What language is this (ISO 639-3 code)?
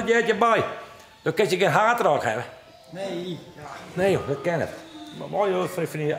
fry